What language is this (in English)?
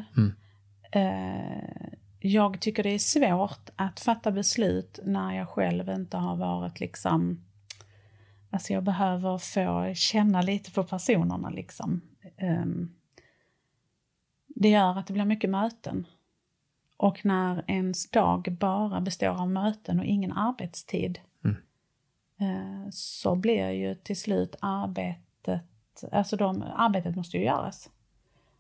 Swedish